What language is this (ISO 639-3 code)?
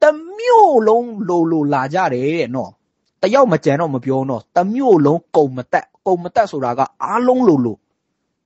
mya